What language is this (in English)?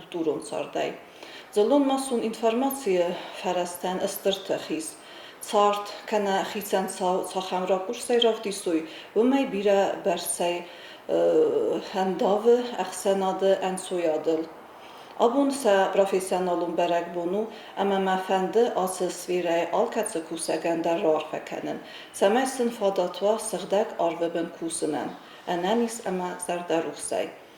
Ossetic